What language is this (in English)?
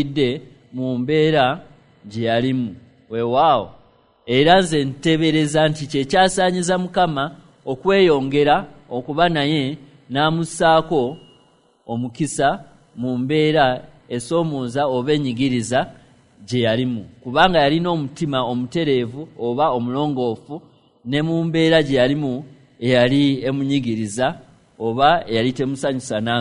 Ganda